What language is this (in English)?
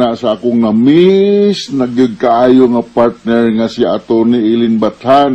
Cebuano